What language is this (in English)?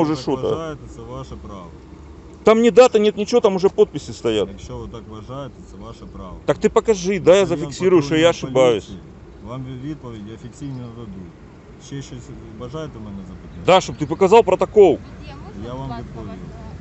Ukrainian